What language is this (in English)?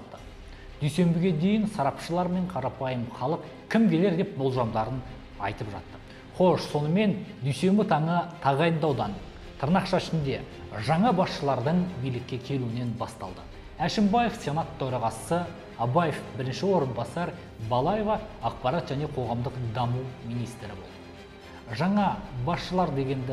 Kazakh